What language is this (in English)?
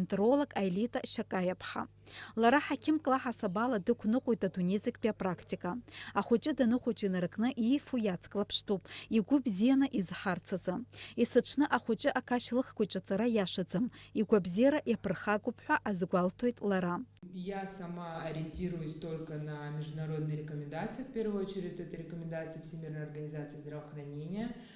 Abkhazian